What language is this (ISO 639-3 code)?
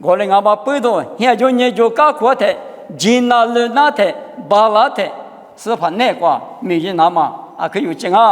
lis